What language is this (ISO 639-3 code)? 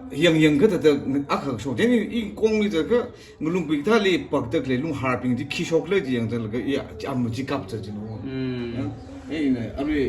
nmf